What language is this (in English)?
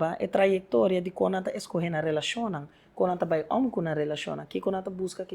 Papiamento